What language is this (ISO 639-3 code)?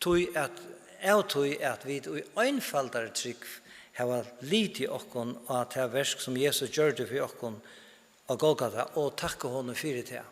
fao